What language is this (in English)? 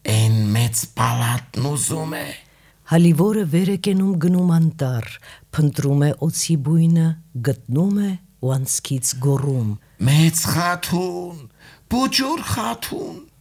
Armenian